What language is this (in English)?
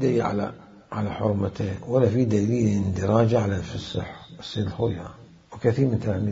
Mesopotamian Arabic